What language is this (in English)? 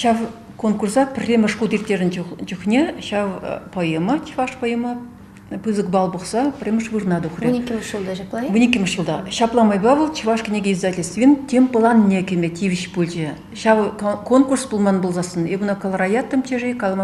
Chuvash